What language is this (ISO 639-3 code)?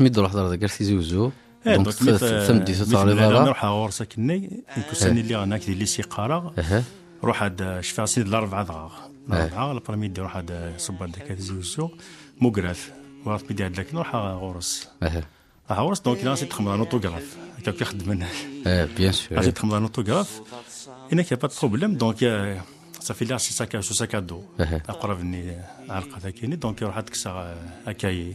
kab